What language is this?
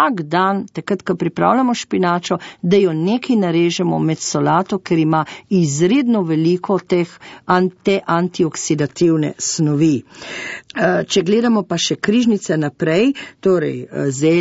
Slovenian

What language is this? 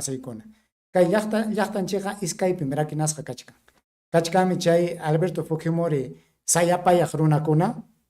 Ayacucho Quechua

